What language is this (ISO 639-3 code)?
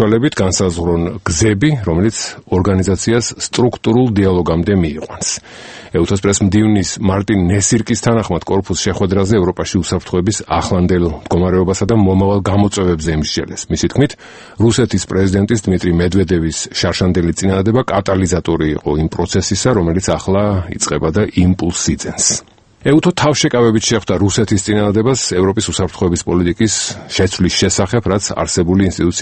kat